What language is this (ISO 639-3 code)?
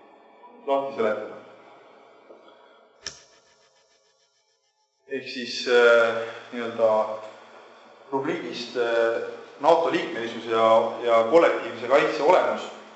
est